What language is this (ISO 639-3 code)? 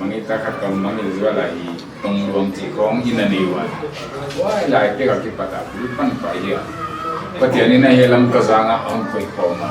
pck